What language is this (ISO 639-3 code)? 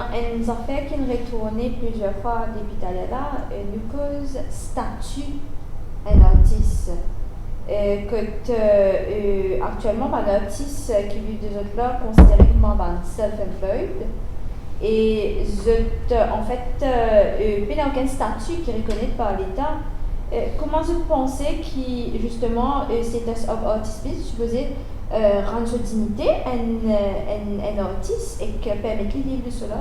mfe